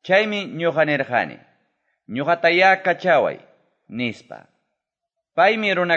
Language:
Quechua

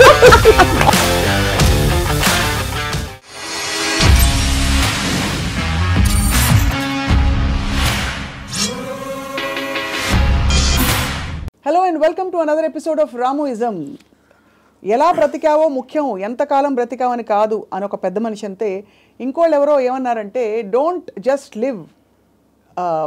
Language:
Telugu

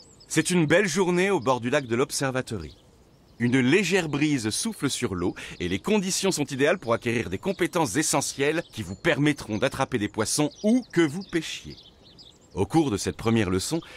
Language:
French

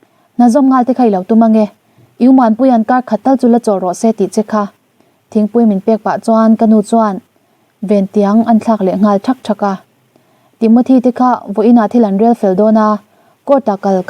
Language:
Mizo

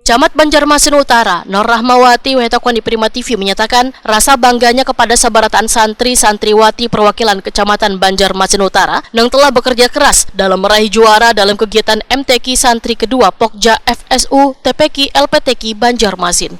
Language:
Banjar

